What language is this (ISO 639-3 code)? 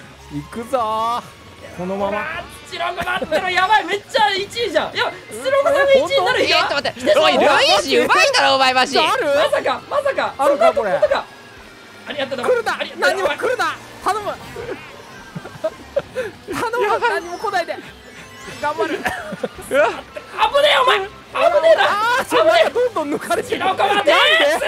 jpn